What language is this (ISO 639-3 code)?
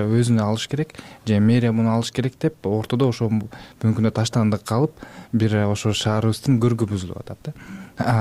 kir